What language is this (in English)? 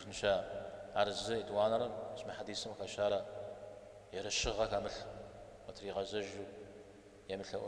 Kabardian